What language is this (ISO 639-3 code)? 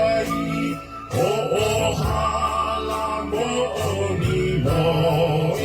ton